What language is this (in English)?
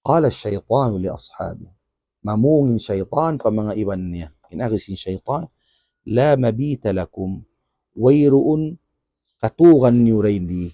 Tausug